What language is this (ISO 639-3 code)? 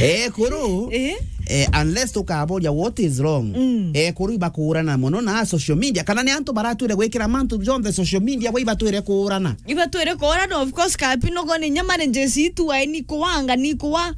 mer